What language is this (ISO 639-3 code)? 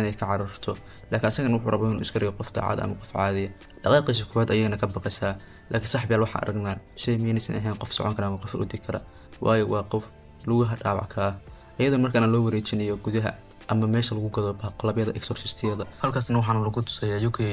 som